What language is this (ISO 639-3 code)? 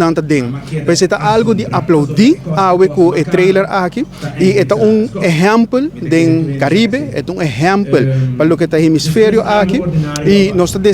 pap